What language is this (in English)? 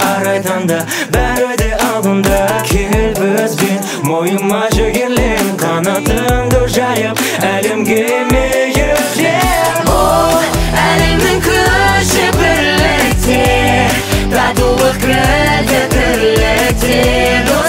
Kazakh